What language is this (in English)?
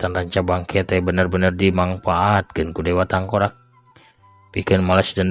Sundanese